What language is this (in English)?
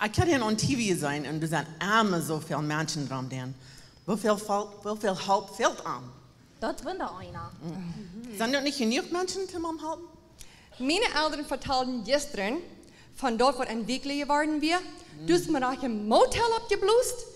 Plautdietsch